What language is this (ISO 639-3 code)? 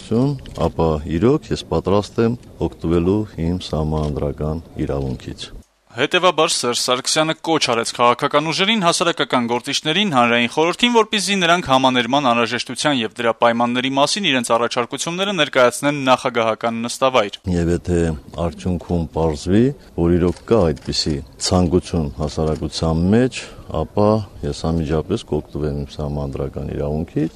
hye